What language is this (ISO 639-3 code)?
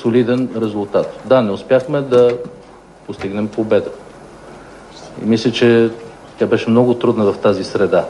bul